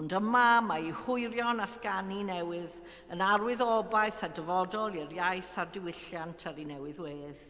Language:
Welsh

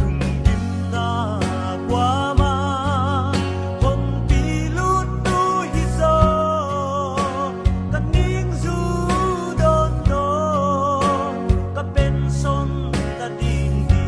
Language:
Tedim Chin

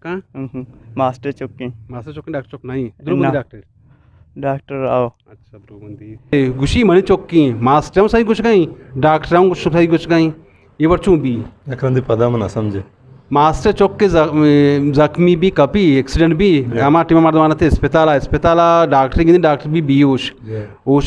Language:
Eastern Balochi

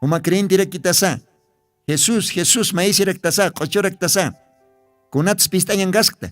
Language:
Aymara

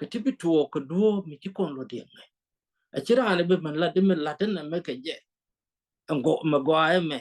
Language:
Nuer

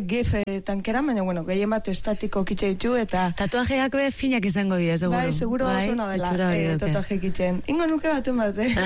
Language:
Basque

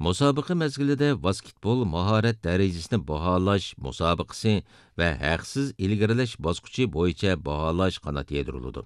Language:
Uyghur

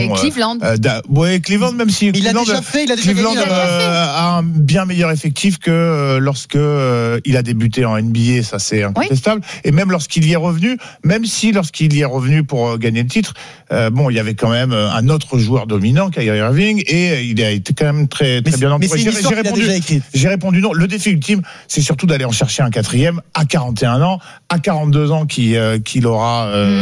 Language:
French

